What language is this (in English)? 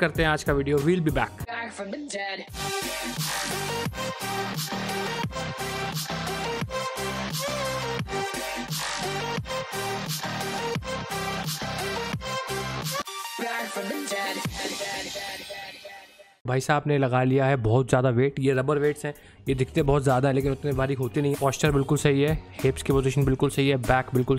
Hindi